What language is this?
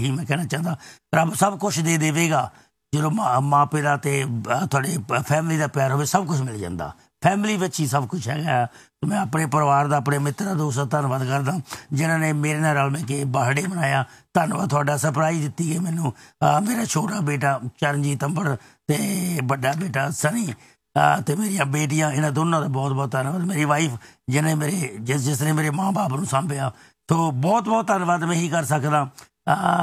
Punjabi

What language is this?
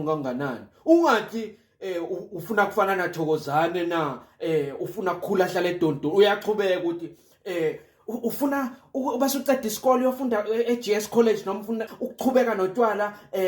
Zulu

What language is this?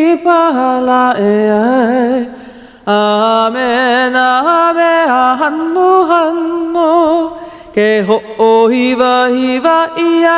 Hawaiian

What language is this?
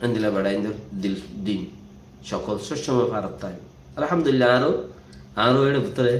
Rohingya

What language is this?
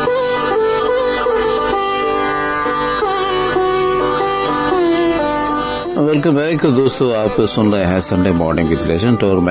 Urdu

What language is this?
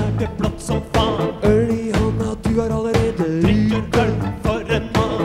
Norwegian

